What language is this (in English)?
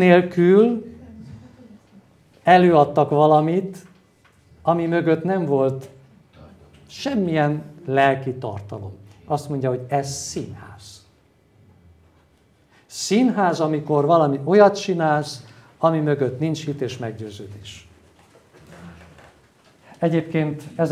Hungarian